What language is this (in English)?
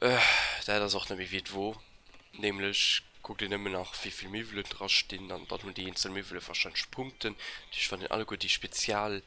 Luxembourgish